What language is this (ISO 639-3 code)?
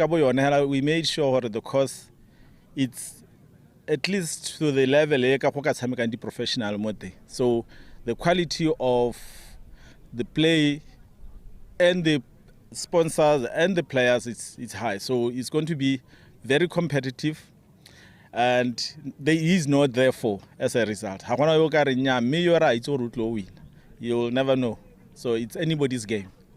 tsn